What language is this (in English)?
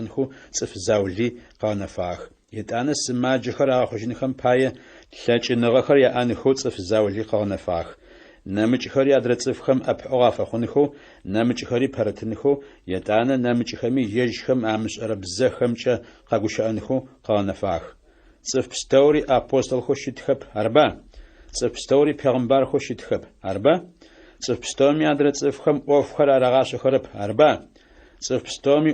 Adyghe